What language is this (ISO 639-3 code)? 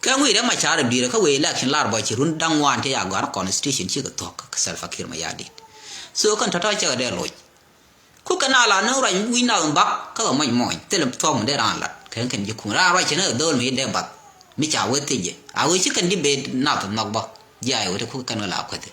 nus